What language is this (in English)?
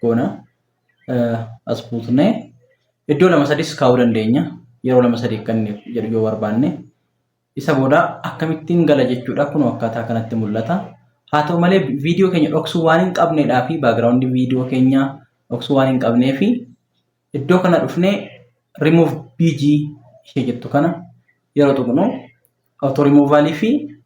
Oromo